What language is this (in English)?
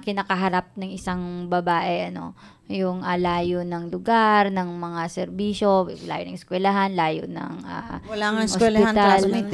Filipino